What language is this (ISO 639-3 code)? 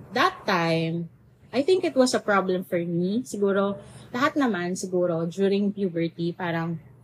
fil